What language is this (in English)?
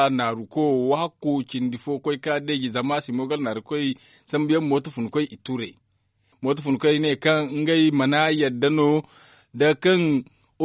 Zarma